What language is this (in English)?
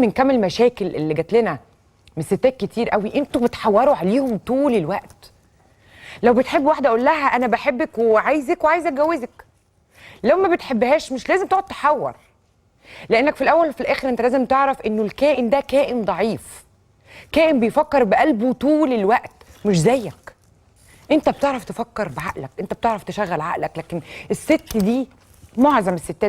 Egyptian Arabic